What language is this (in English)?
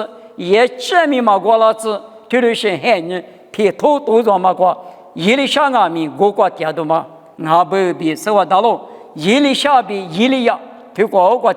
Lisu